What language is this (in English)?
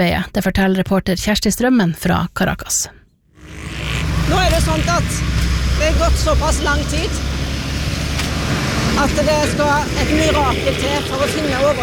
Norwegian